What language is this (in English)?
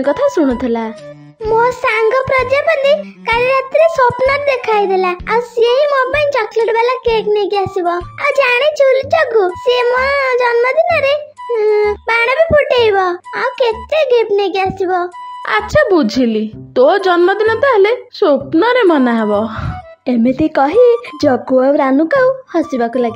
Odia